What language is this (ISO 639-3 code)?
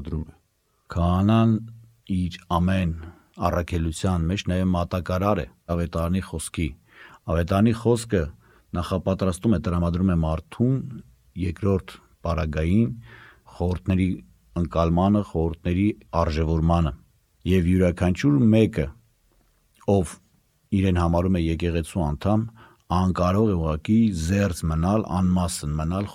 hye